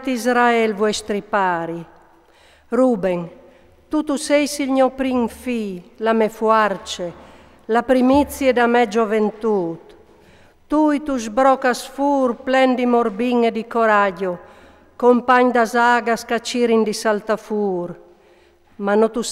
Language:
Friulian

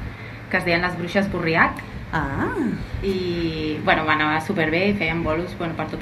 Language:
Catalan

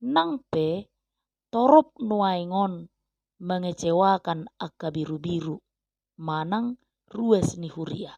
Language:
Batak Toba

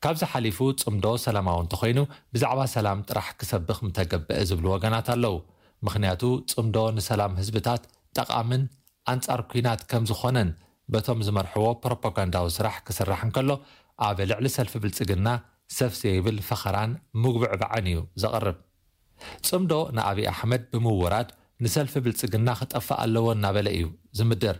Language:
Tigrinya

